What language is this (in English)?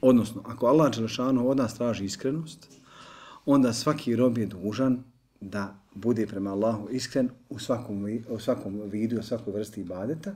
Bosnian